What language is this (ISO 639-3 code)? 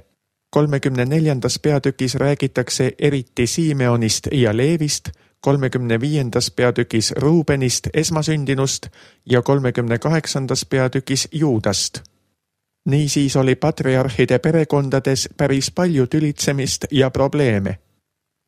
est